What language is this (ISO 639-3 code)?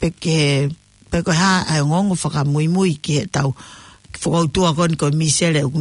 ton